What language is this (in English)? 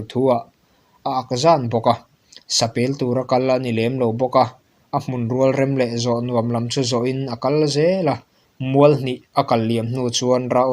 Mizo